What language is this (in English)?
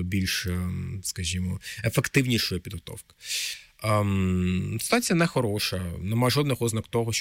Ukrainian